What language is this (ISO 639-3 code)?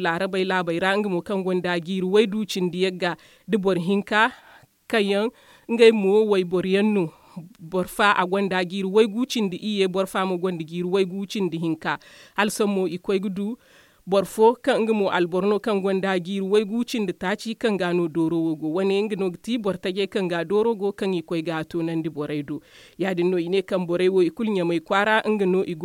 dje